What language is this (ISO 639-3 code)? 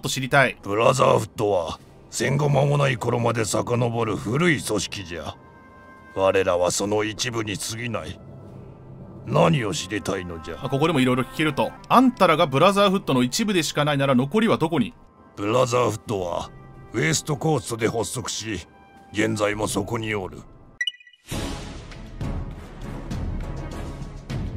jpn